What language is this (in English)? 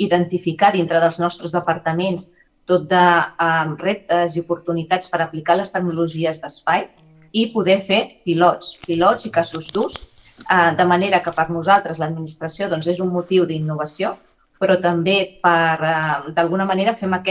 Catalan